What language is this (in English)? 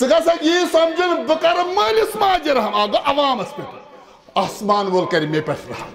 Kashmiri